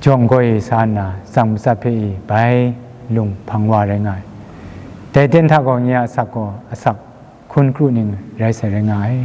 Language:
Kachin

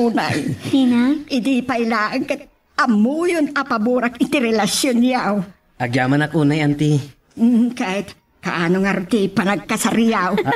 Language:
Iloko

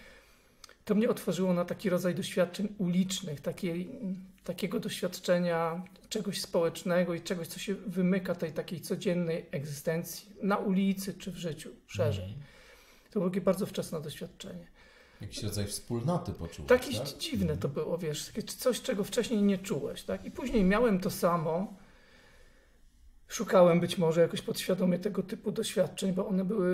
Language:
Polish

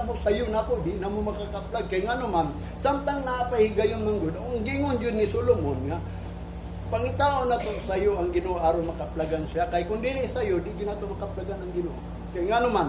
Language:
Cebuano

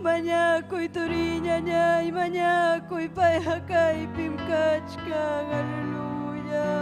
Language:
Ayacucho Quechua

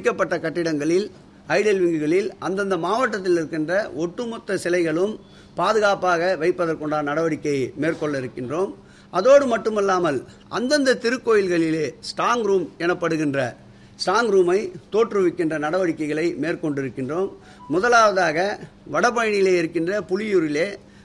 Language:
Tamil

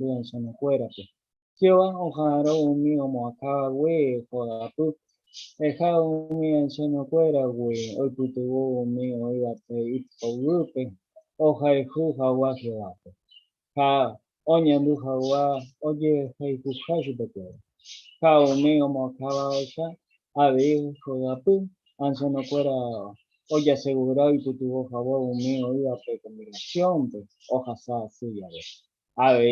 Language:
Guarani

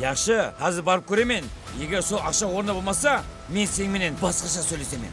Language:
Kara-Kalpak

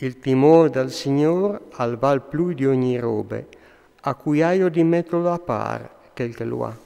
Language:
Friulian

